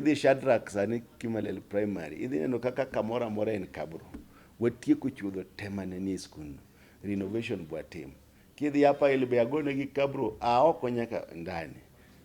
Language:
Luo (Kenya and Tanzania)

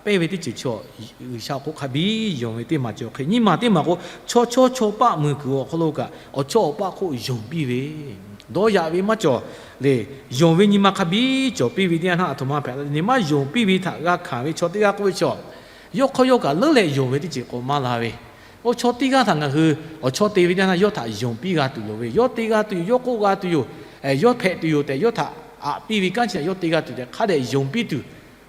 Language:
Lahu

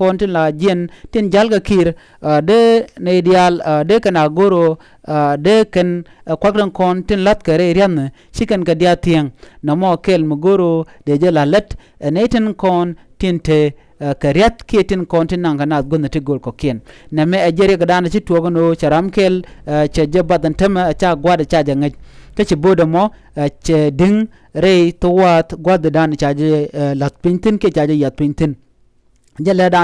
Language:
Nuer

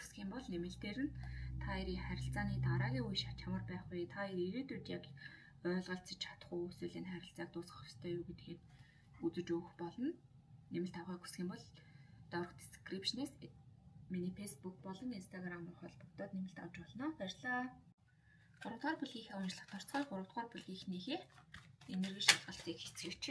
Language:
Mongolian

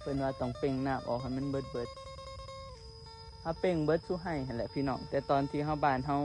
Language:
Northeastern Thai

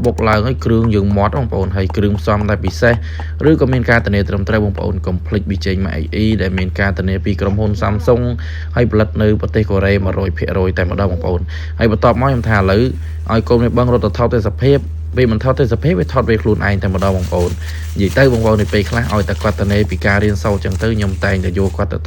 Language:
Khmer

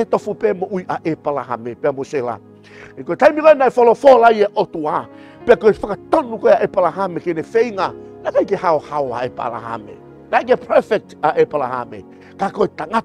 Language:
Tongan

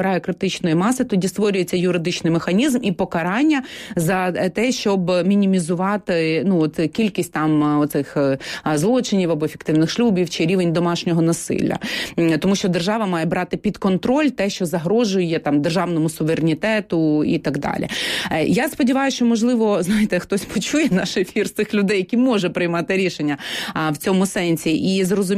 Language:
Ukrainian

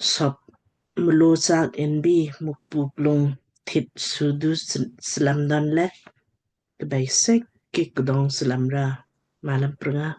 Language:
Lamkang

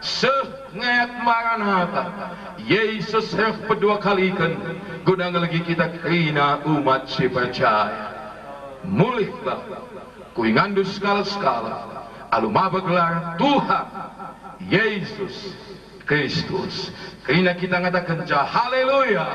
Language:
Batak Karo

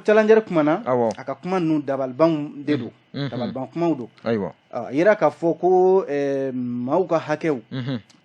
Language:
Bambara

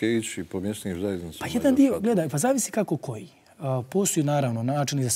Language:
Serbian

